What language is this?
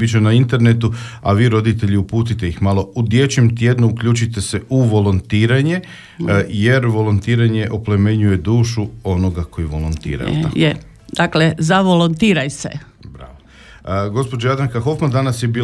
Croatian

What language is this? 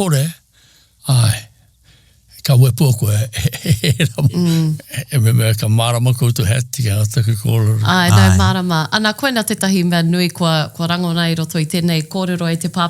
Māori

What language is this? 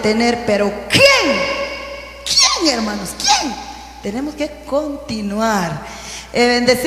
Spanish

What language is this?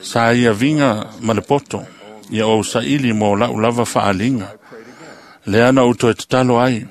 Samoan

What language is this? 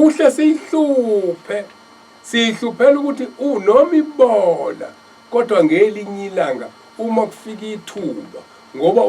Zulu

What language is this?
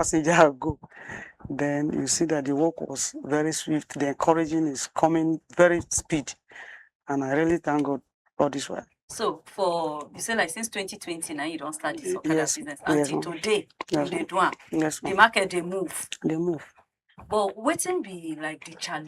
Nigerian Pidgin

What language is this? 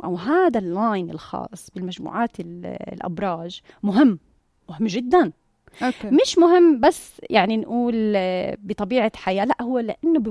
North Levantine Arabic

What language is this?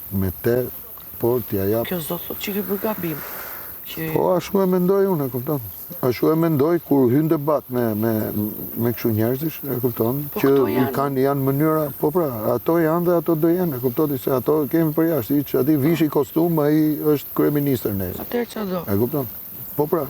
Albanian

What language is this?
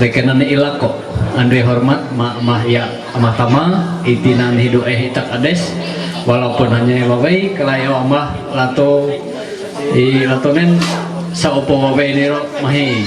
Ma'anyan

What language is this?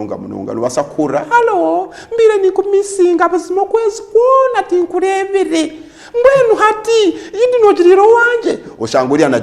Nyankole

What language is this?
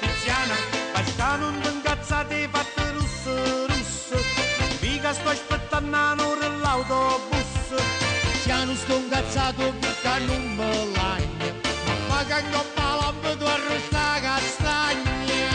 Neapolitan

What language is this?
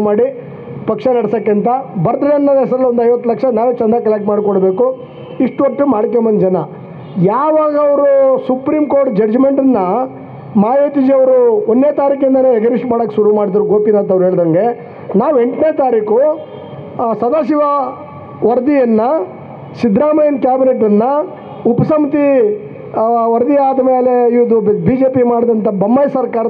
Kannada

